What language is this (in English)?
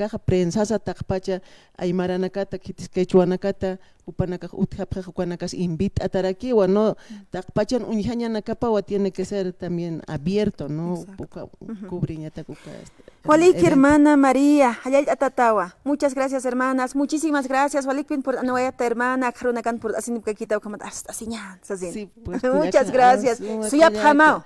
Aymara